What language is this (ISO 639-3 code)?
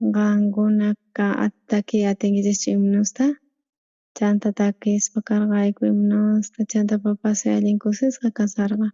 quh